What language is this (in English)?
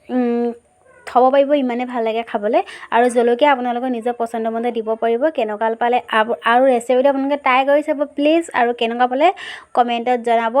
Assamese